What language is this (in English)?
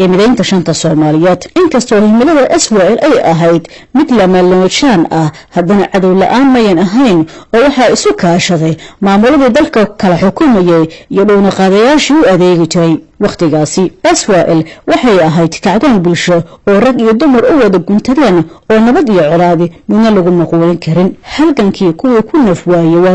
Somali